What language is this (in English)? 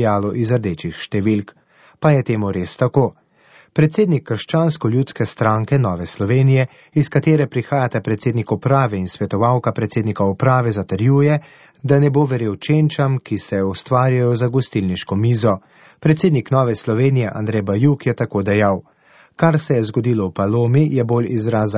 Slovenian